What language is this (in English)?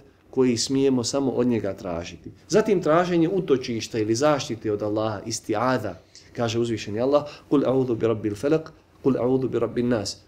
Bosnian